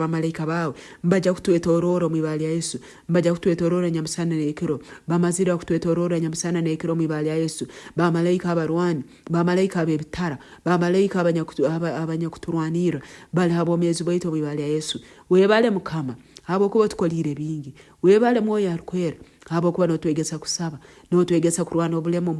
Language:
Nyoro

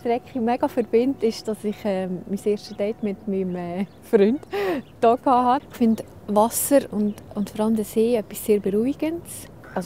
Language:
Swiss German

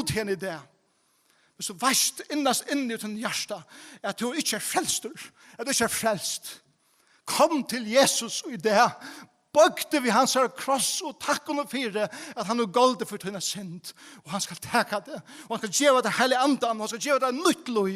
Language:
Faroese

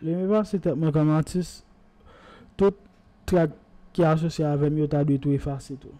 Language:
Haitian Creole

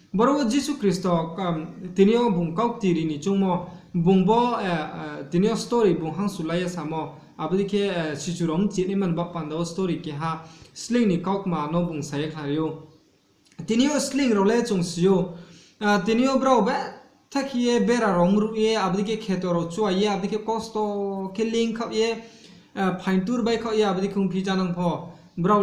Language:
Riang (India)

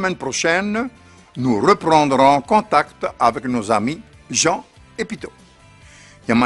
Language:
Tahitian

